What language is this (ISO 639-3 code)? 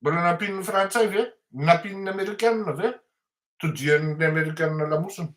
mlg